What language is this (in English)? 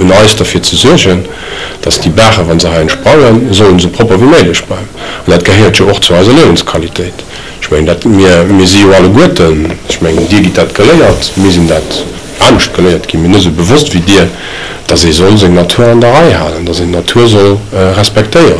Luxembourgish